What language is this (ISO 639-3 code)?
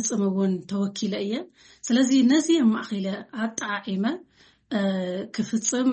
tir